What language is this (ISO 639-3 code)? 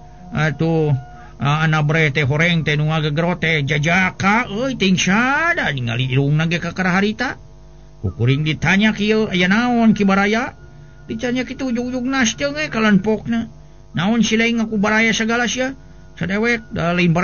sun